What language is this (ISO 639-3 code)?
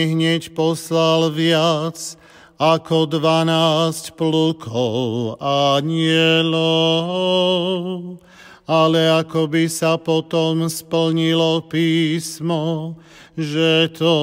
slk